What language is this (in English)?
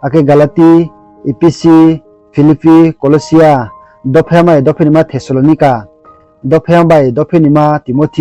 Riang (India)